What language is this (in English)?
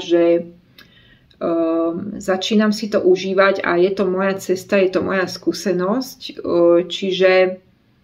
Slovak